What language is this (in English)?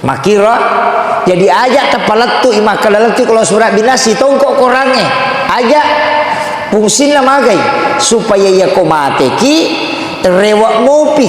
Buginese